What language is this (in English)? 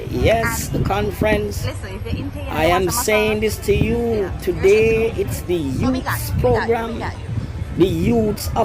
Jamaican Creole English